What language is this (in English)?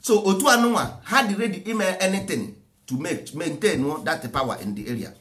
Igbo